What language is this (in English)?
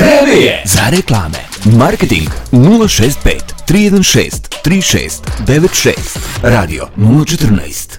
Serbian